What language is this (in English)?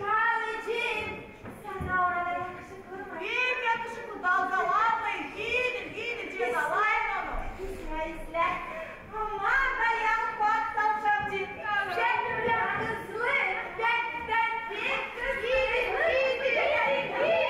Gagauz